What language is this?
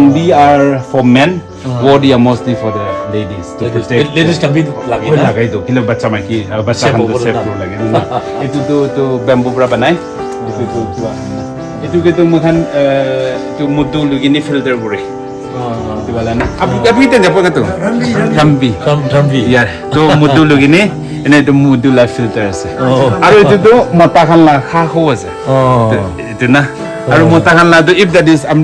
Naga Pidgin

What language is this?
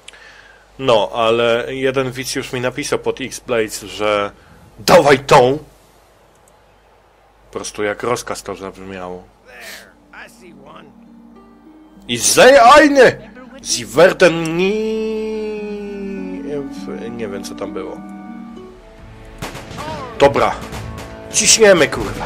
Polish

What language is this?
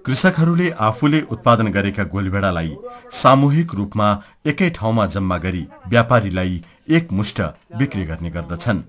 Nepali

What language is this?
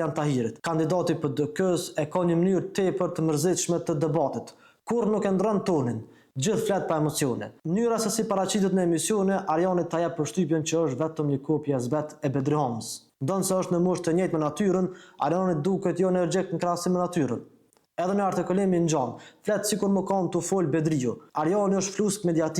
Albanian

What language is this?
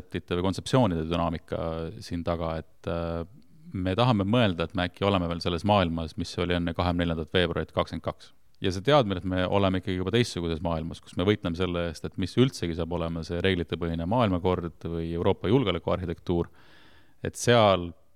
Estonian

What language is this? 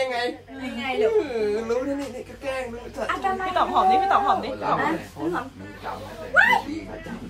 Thai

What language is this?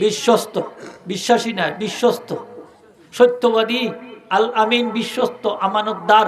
Sylheti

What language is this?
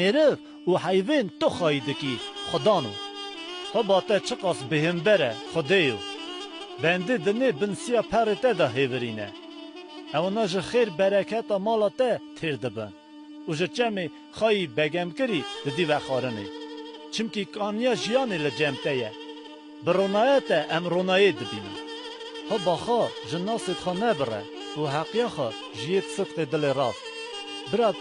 Kurdish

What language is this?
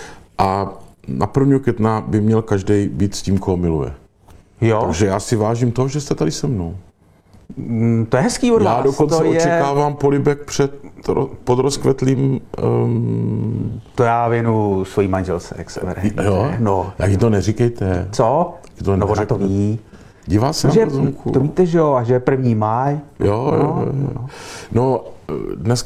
Czech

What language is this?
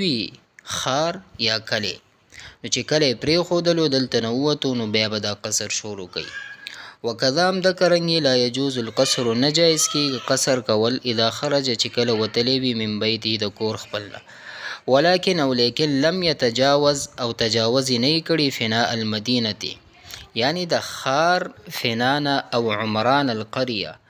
Pashto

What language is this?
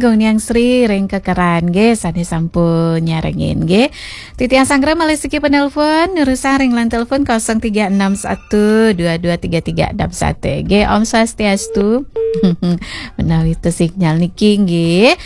Balinese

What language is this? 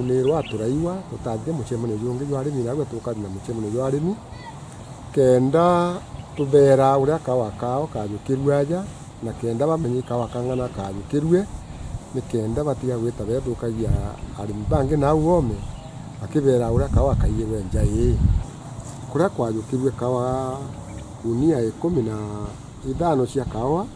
Meru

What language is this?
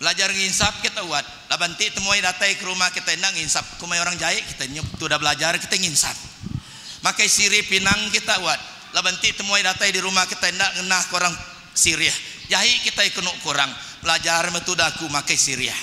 Iban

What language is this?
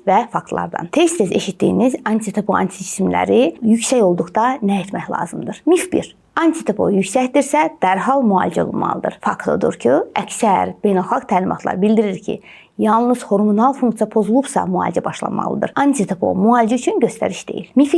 Azerbaijani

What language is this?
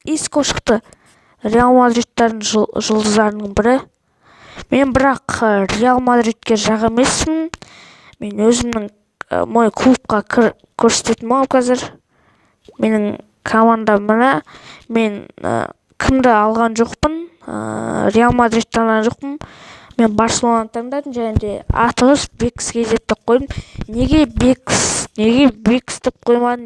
Kazakh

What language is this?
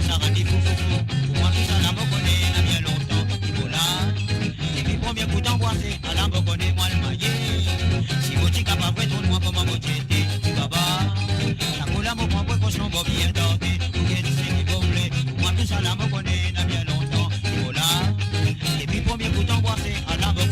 Morisyen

